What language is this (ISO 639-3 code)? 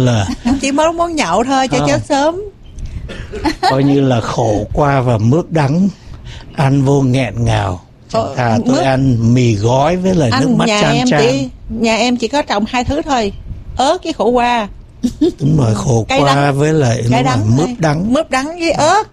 vie